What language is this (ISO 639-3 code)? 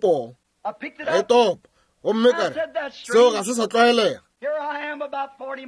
nso